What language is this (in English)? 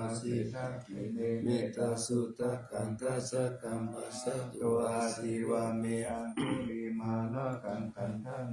Pali